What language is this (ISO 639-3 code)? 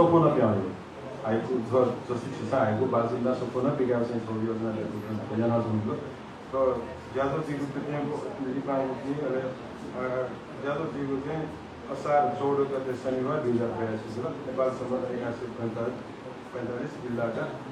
new